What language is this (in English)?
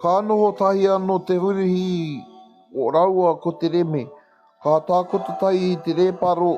Māori